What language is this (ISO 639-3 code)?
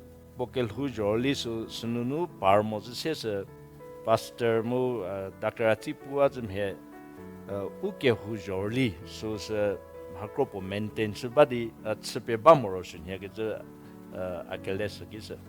njm